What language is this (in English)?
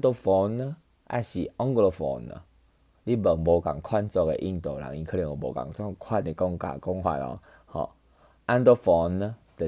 Min Nan Chinese